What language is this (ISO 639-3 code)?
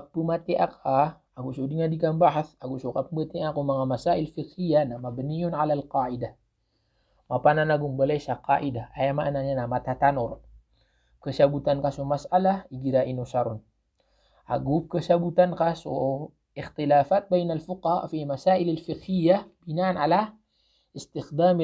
mrw